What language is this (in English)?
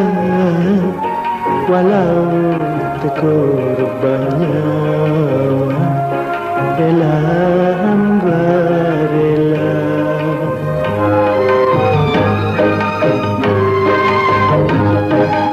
Malay